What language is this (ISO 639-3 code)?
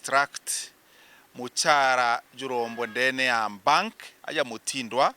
mer